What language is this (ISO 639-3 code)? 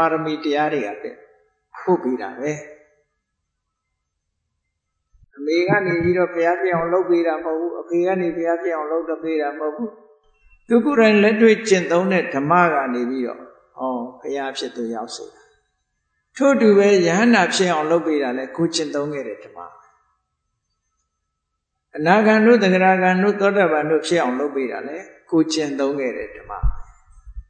mya